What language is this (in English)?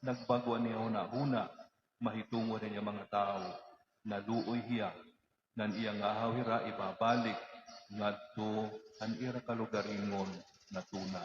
Waray